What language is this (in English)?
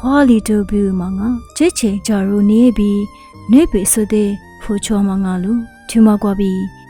Lisu